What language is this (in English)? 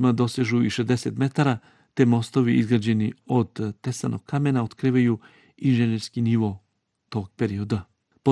Bosnian